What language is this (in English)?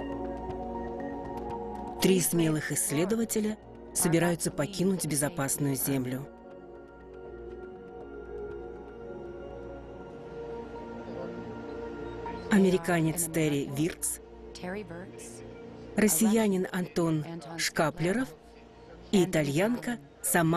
Russian